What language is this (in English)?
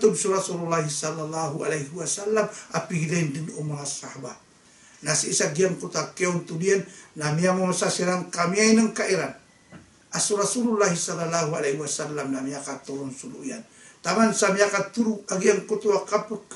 Maranao